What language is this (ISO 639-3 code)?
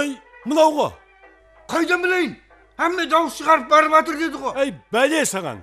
kaa